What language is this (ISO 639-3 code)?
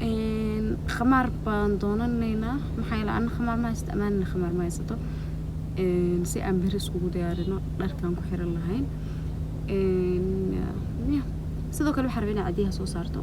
som